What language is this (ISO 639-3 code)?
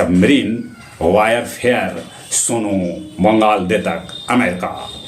mag